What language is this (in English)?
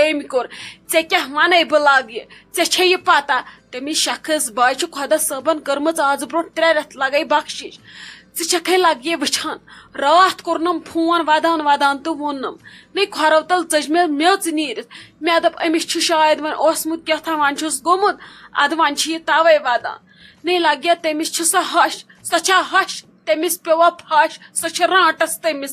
Kashmiri